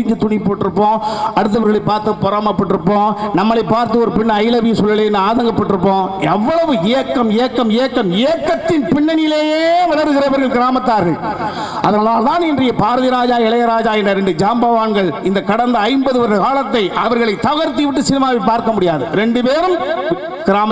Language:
Tamil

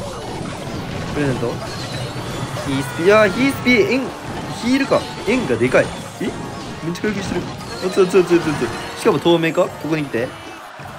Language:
Japanese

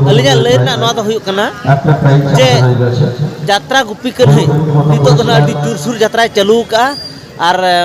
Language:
Santali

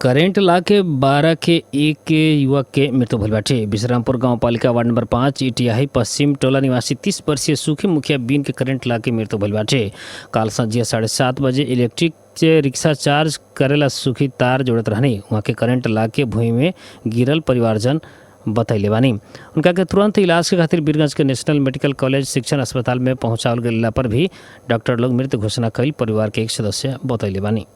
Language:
Bhojpuri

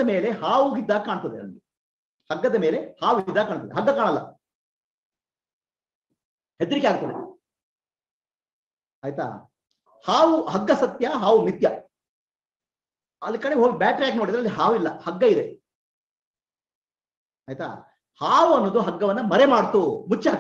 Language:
Kannada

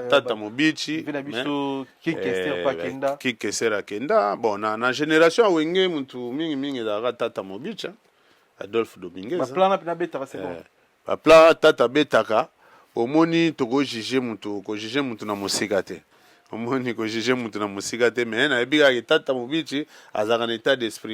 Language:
Lingala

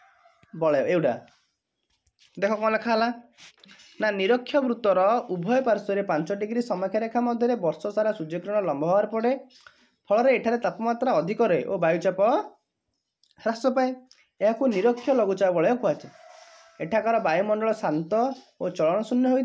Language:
Odia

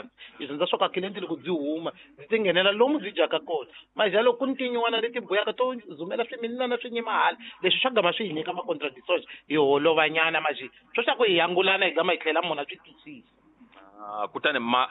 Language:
Tsonga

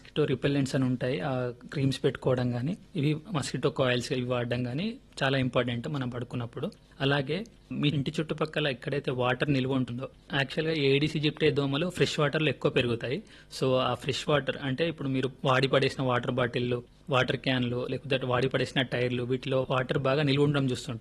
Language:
Telugu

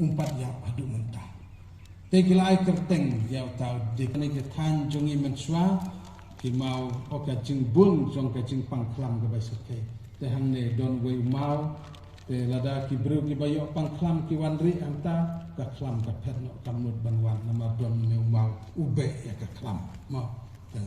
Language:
Khasi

